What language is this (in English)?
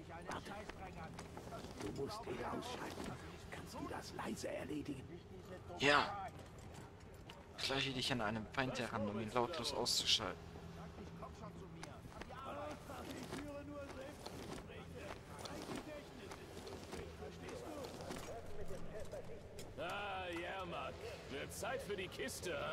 German